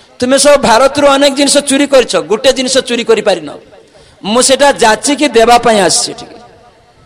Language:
Odia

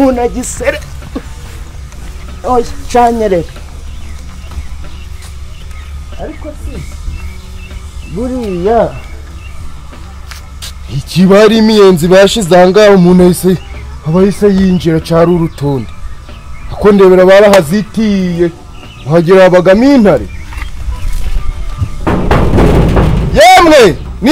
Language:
Kinyarwanda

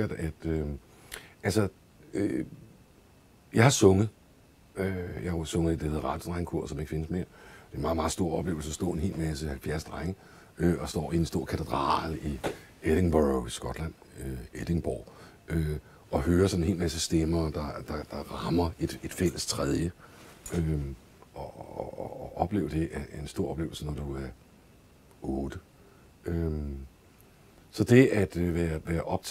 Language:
Danish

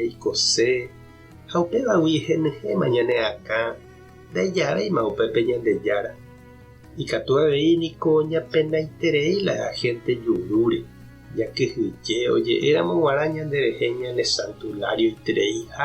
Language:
Guarani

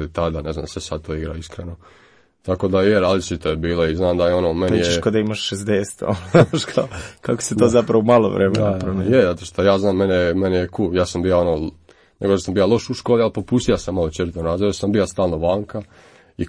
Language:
Croatian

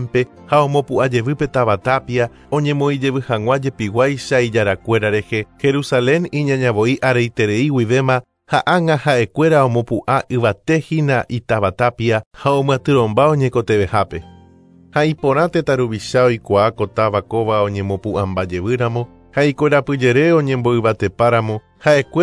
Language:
Guarani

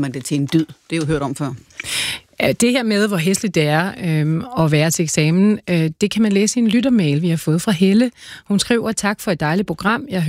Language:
Danish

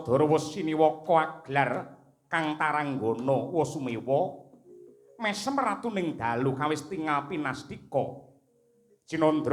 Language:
Javanese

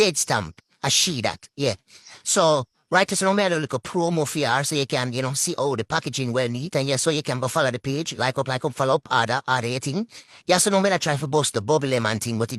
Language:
Jamaican Creole English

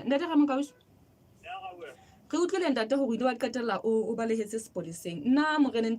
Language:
Southern Sotho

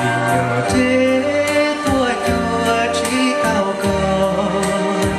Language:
Hmong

